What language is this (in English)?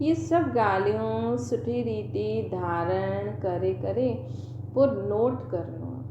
Sindhi